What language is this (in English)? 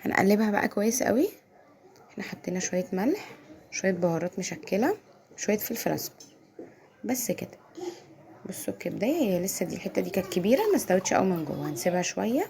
Egyptian Arabic